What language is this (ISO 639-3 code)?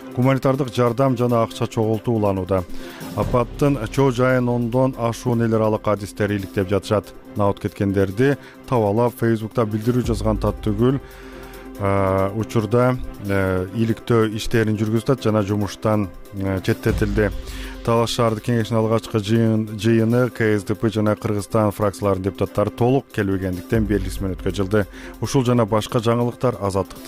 kir